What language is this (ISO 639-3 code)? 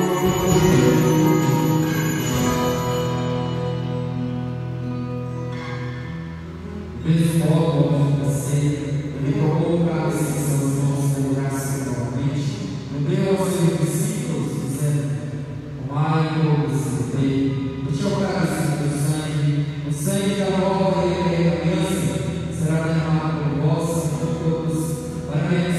por